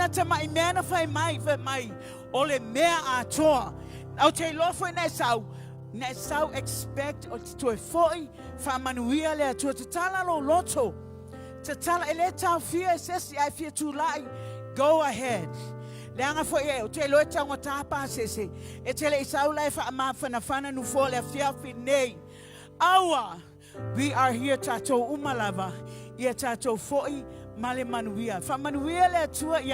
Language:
Samoan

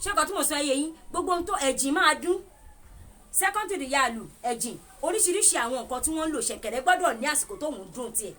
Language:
Yoruba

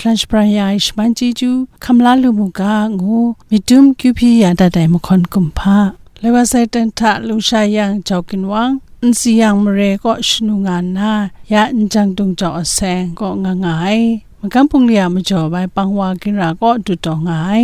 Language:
Kachin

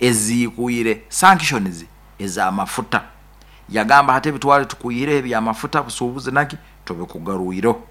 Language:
Nyoro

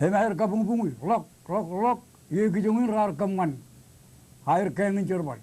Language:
Marshallese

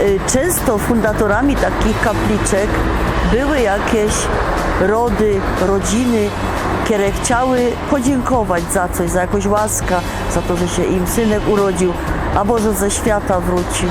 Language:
Silesian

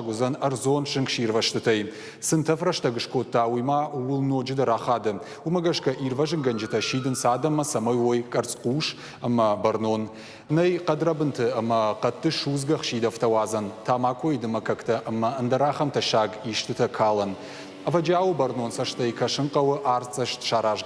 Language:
Ossetic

